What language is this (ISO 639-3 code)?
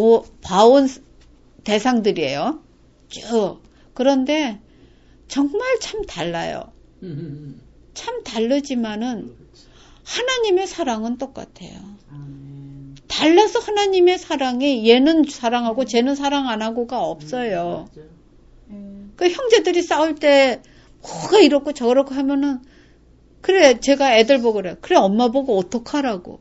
kor